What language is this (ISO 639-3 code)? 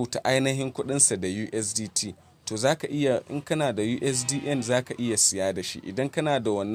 hau